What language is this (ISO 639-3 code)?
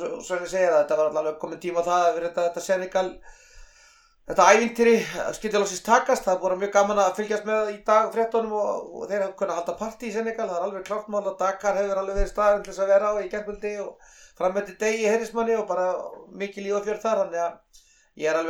isl